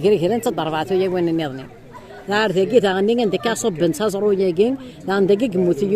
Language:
Kabyle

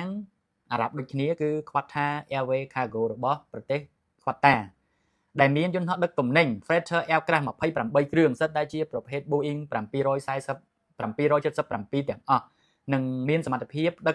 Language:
Khmer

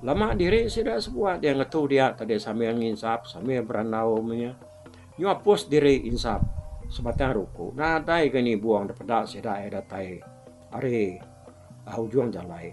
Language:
Iban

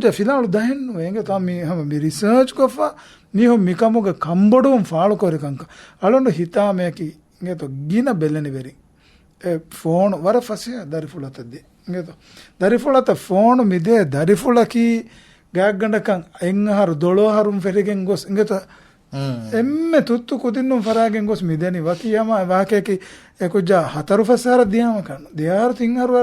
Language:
Divehi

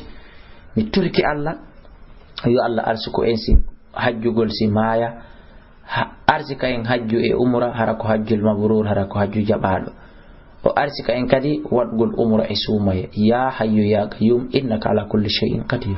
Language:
Fula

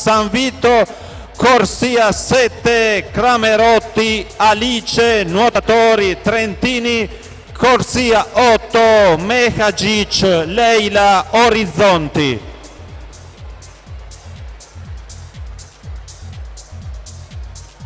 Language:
Italian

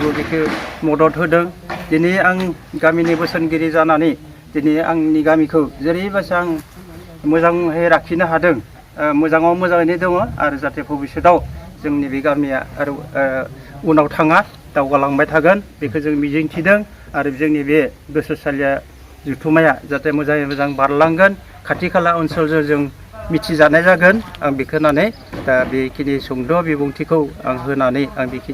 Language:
Bodo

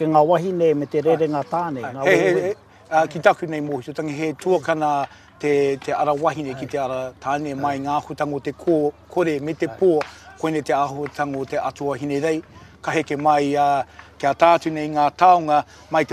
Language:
Māori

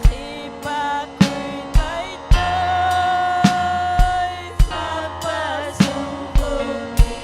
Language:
Ayacucho Quechua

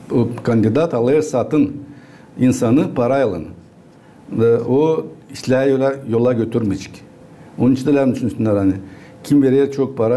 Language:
Gagauz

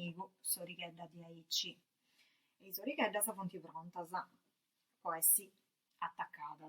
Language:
Sardinian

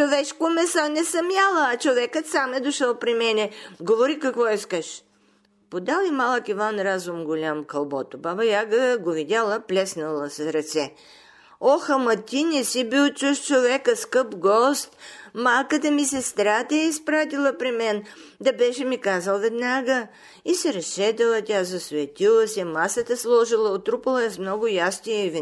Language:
Bulgarian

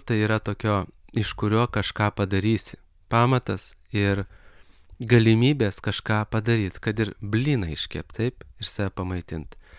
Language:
Lithuanian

